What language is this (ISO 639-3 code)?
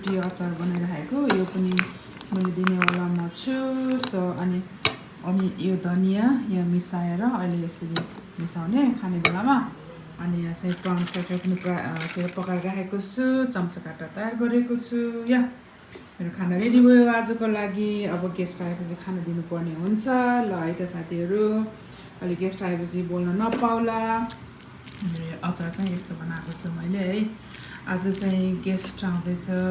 nep